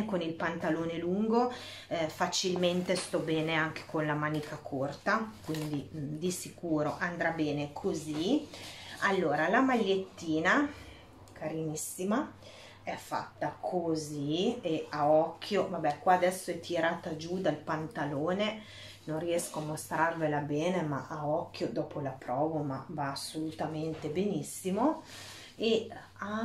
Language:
Italian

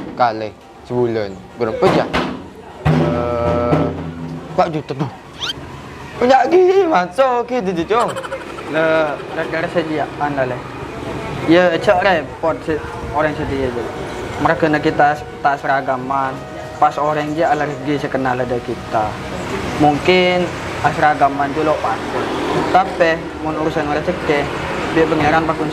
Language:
Madurese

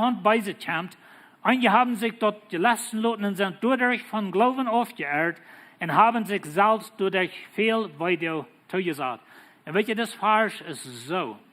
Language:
Plautdietsch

